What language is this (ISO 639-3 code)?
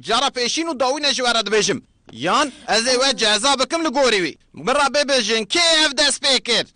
kur